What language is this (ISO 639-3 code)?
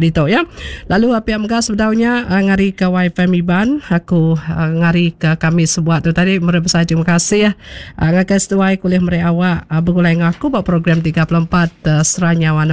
iba